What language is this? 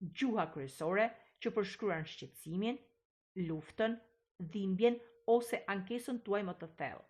Albanian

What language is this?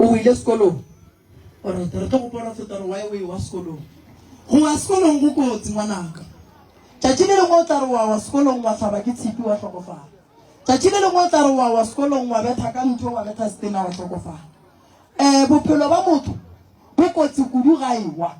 Northern Sotho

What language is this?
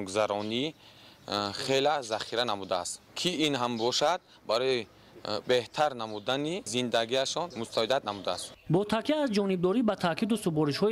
Tajik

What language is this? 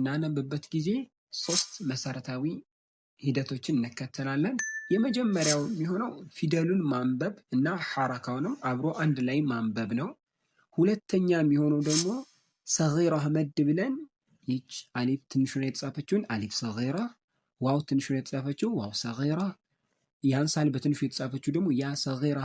Amharic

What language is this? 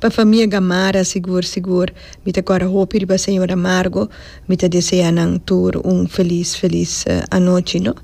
Papiamento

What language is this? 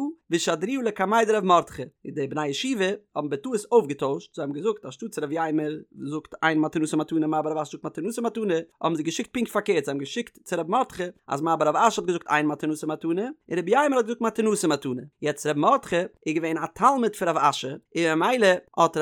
Yiddish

